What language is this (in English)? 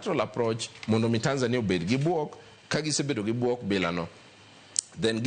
Luo (Kenya and Tanzania)